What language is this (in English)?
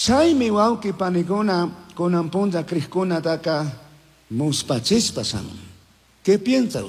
Chimborazo Highland Quichua